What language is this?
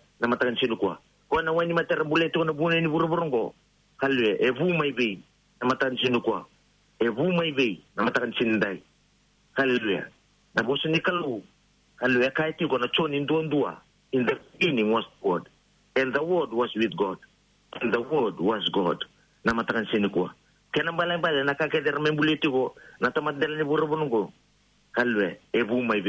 Fijian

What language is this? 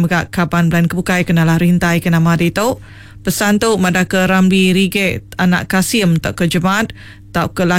Iban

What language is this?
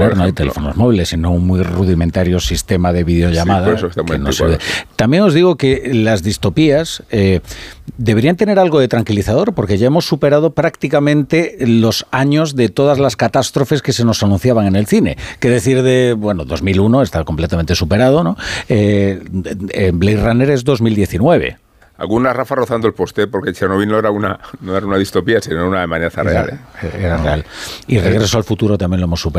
Spanish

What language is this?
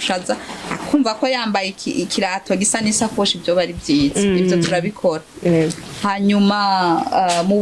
Rundi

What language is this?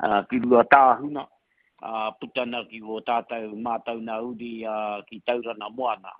Māori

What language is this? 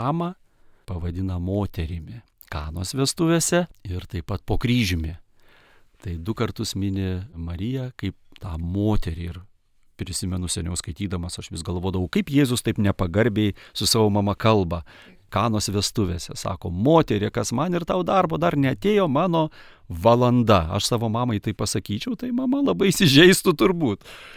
Lithuanian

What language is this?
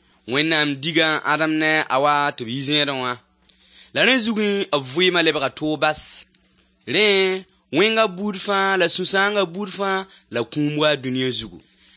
Mossi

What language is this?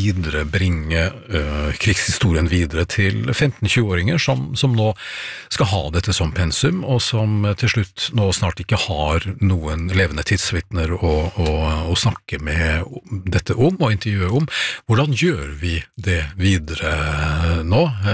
Norwegian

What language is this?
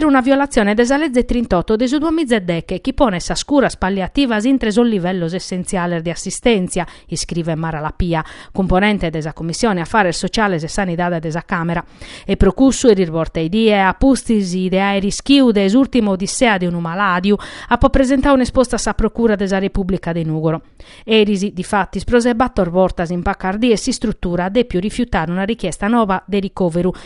Sardinian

